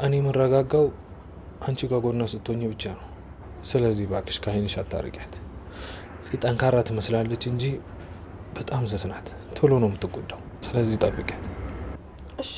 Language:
Amharic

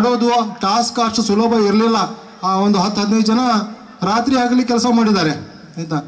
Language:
Kannada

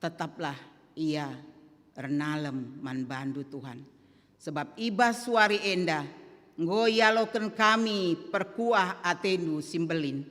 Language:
Batak Karo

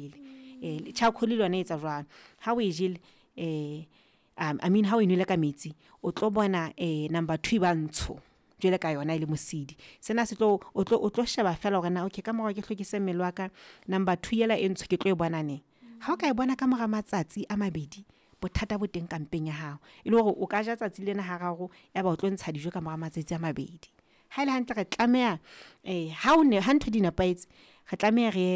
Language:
Southern Sotho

